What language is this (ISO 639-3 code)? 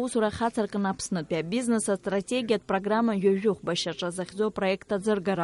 abk